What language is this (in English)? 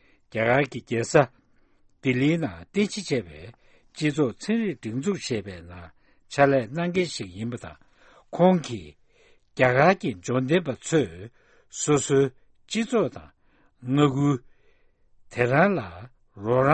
Tibetan